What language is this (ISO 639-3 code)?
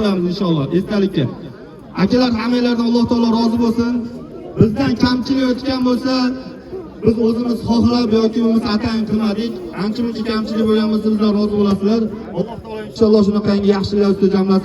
uzb